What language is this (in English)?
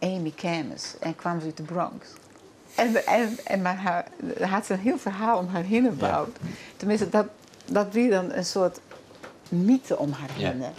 Western Frisian